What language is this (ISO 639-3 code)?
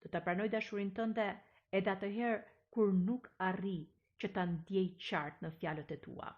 sqi